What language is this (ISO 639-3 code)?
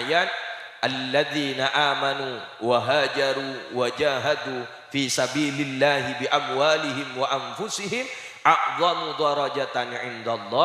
mad